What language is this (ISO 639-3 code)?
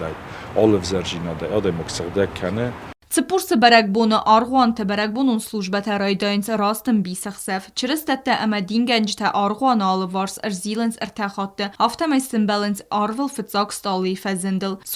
oss